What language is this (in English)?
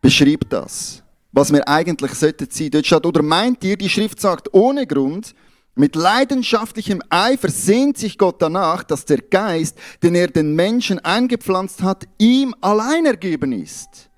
Swiss German